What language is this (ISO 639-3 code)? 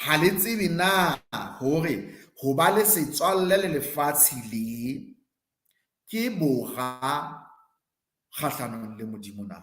sot